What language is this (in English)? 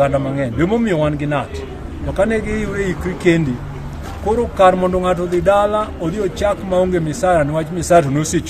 Luo (Kenya and Tanzania)